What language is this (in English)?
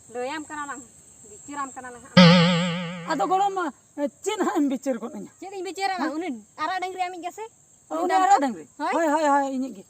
Santali